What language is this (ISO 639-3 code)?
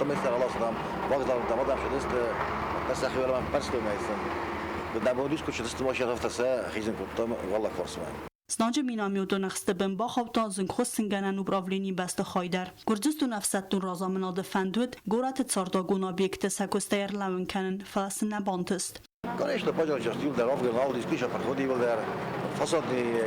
oss